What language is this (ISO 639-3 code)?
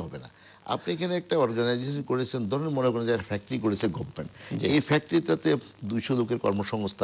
ben